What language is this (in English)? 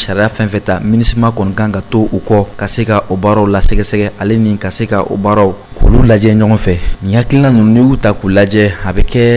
Bambara